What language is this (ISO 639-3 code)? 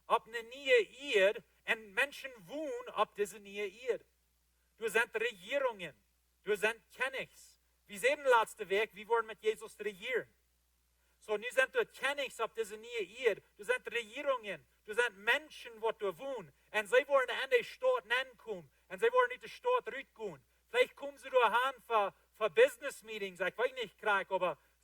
pdt